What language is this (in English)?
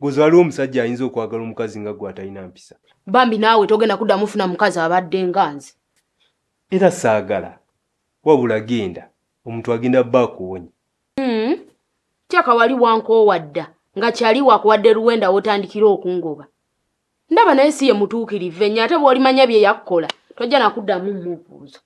Ganda